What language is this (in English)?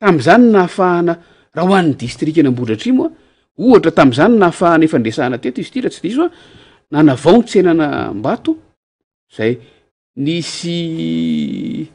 Malagasy